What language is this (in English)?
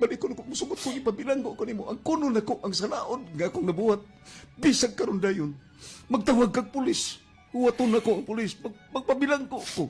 Cebuano